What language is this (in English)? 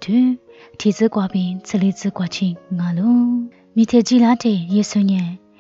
Lisu